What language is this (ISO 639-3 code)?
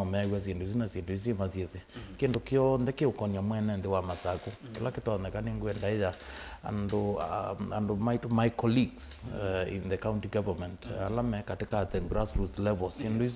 kam